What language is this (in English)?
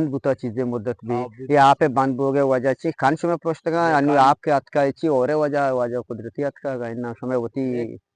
Eastern Balochi